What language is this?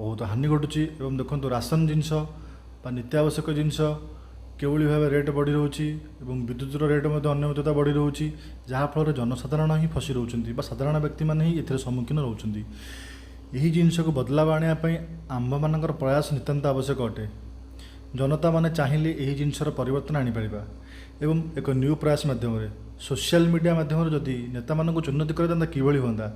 Odia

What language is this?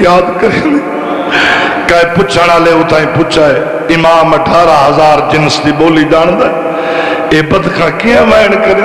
Saraiki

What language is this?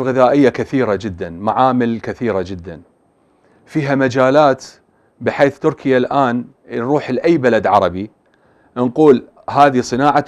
Mesopotamian Arabic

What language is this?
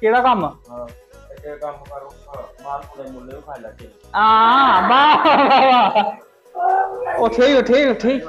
Dogri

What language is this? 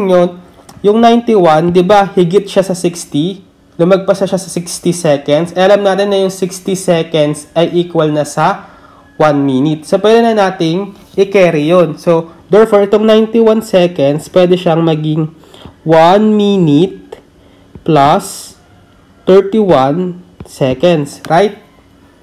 Filipino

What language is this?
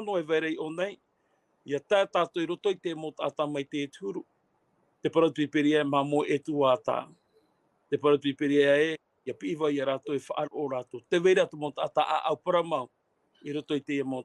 Tahitian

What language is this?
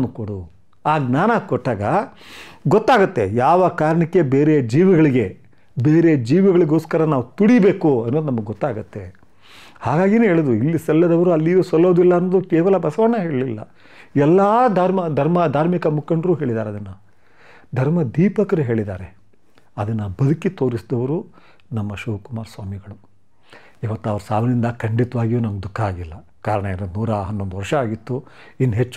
Kannada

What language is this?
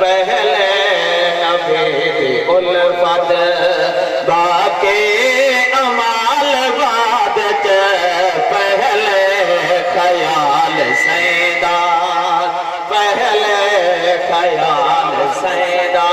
Saraiki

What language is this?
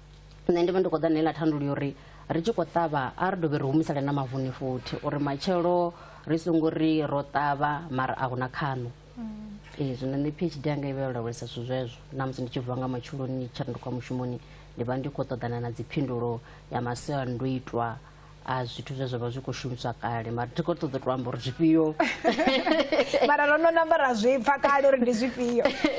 Venda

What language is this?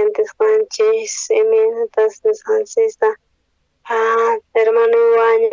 South Bolivian Quechua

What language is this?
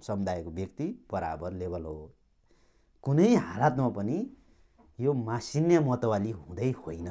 Nepali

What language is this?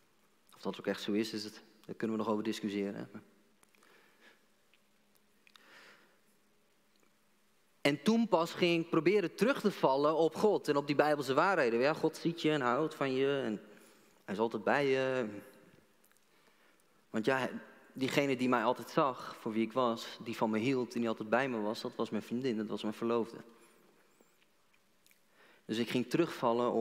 Dutch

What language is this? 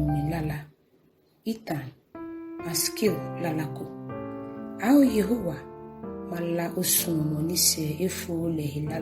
Ga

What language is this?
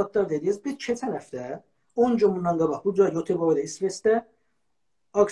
South Azerbaijani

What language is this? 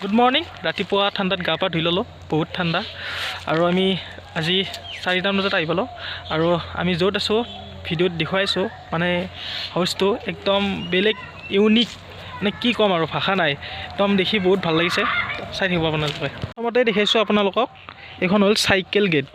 Assamese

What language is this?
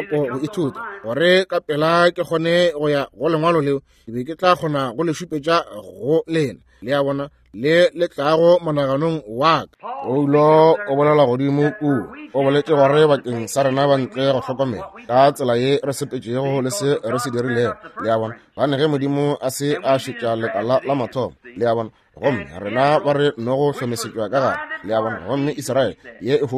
Northern Sotho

